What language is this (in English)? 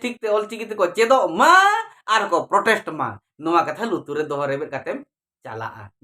Santali